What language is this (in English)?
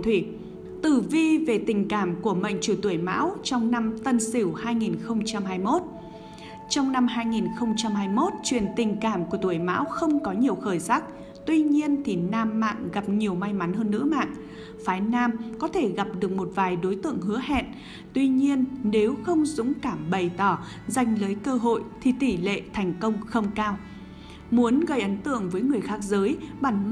Vietnamese